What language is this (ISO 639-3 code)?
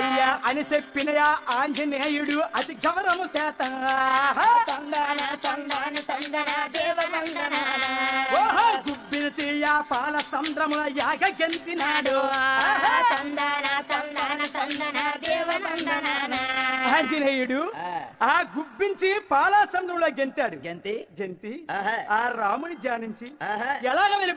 tel